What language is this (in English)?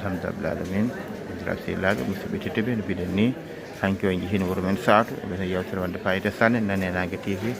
Fula